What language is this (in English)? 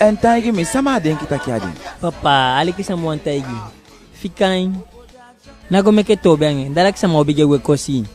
Eastern Maroon Creole